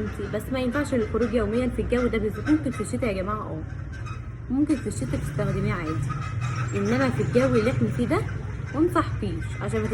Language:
Egyptian Arabic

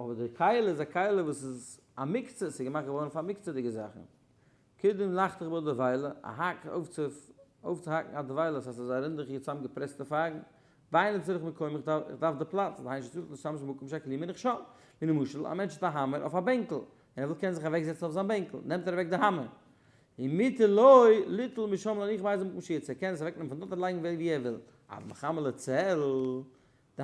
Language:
Yiddish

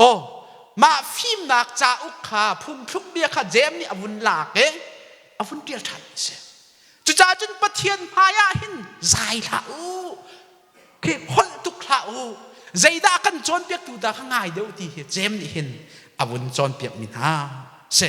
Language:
Hakha Chin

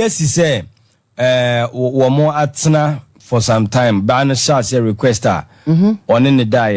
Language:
Akan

